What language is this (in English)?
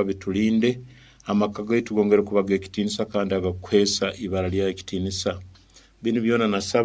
Nyoro